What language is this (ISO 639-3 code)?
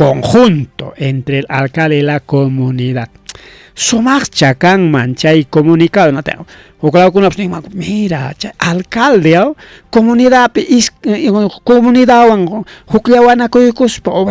quy